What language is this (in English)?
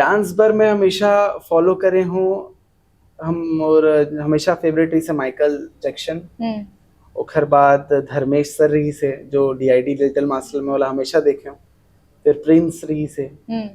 Chhattisgarhi